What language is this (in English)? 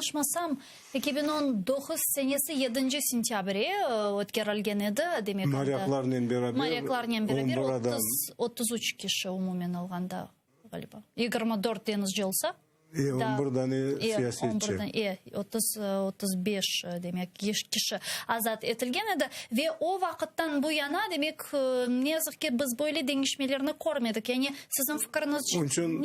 Crimean Tatar